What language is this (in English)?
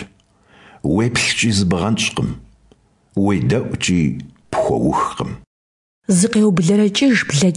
Kabardian